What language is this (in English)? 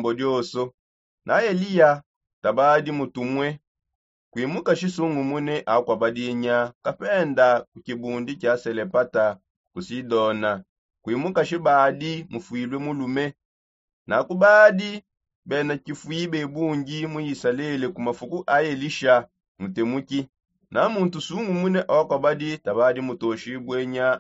Songe